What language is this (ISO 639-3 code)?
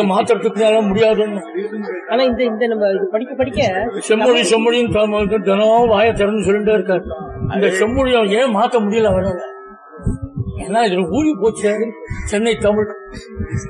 tam